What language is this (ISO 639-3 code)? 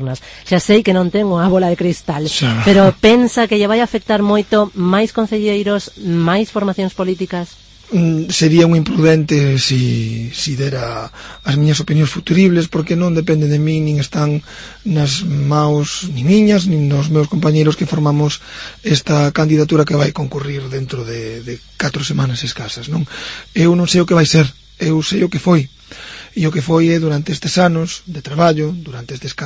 glg